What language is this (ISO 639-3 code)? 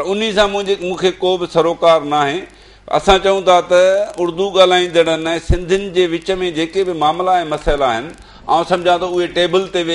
snd